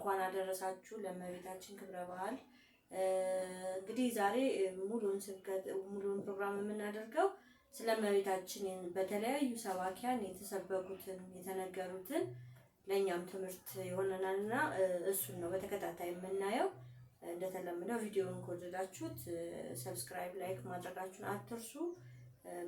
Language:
Amharic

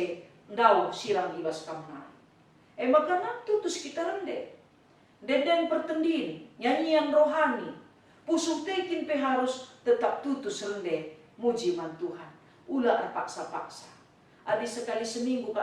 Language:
Batak Karo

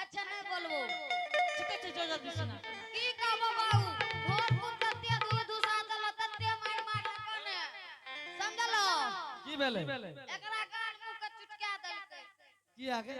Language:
Angika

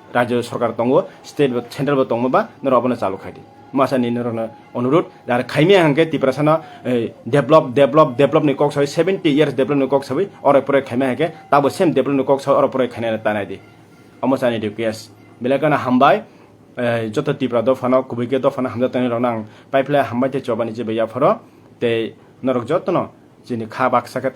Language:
Kok Borok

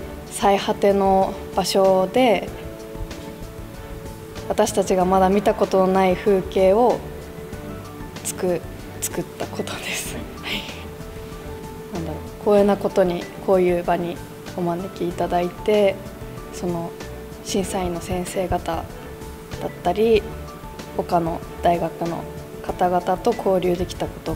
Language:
Japanese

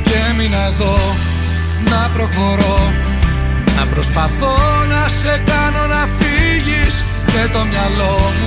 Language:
Greek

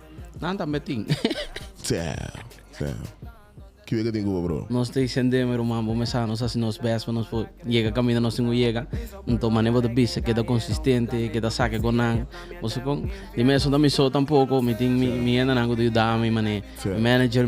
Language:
Papiamento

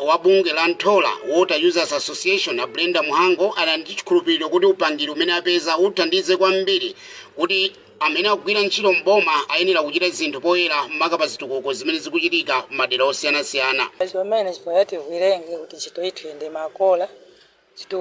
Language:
Nyanja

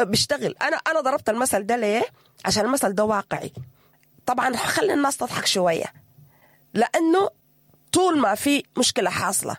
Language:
Sudanese Arabic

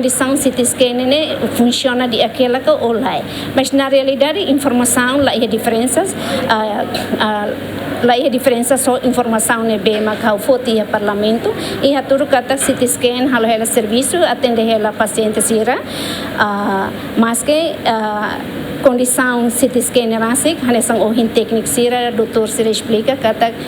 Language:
Tetum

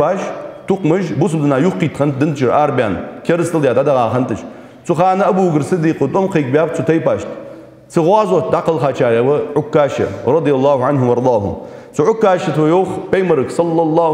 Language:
Ingush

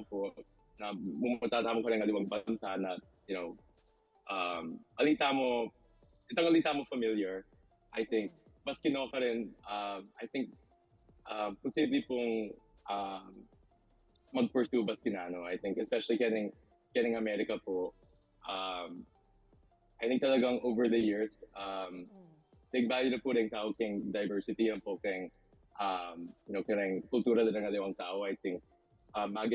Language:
Pampanga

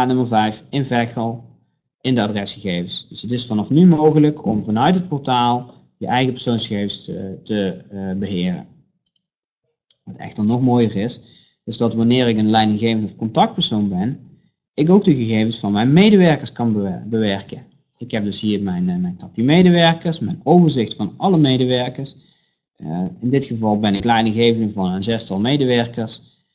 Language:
Dutch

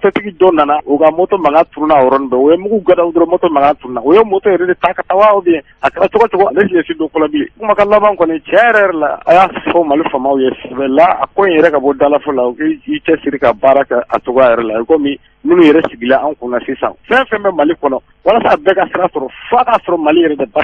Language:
Bambara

